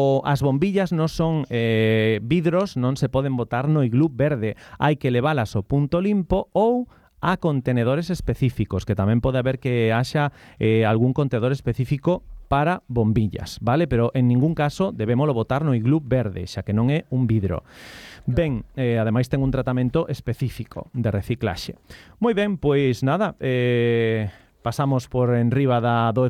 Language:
Galician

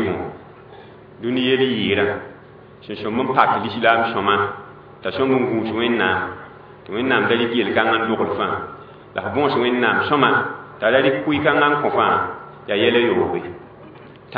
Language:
Mossi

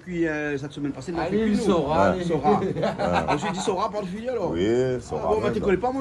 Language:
Réunion Creole French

